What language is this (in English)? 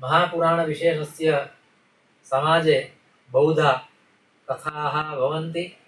Sanskrit